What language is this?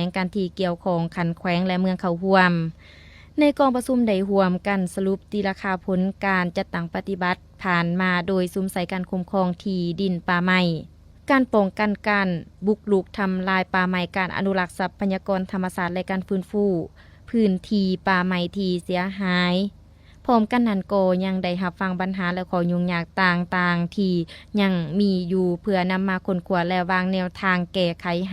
Lao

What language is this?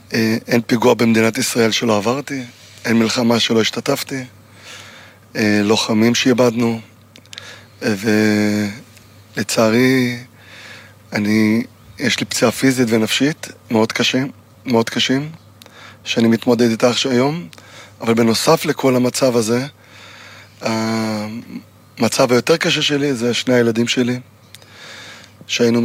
Hebrew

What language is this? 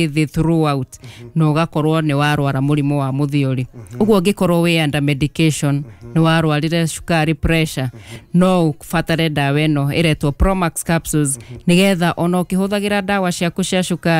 Kikuyu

